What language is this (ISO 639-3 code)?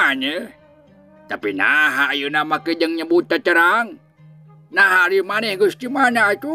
sun